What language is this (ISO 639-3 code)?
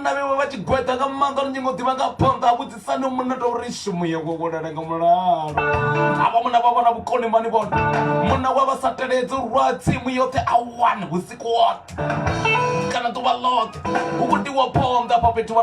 ven